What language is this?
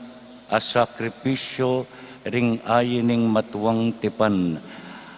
Pampanga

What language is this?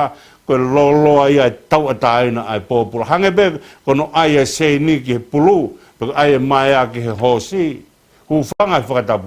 Tongan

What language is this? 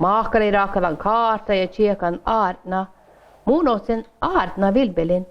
Northern Sami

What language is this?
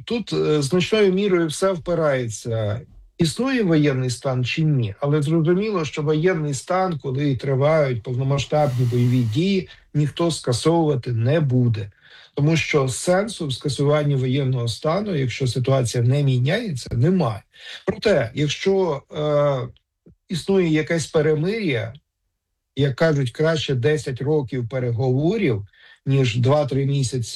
Ukrainian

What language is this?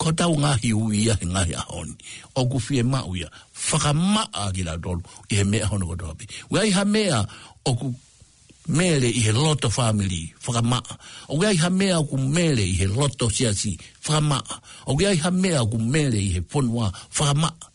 Tongan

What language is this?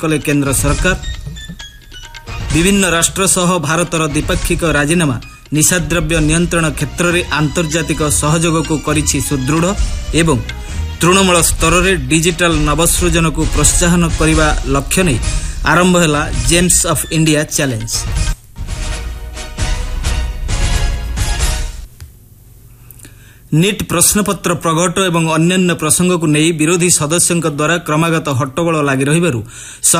Odia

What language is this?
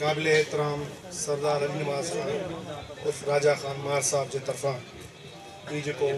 Sindhi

